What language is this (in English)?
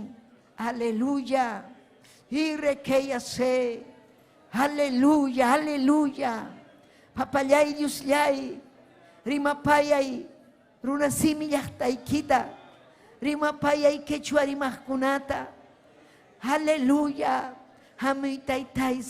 Ayacucho Quechua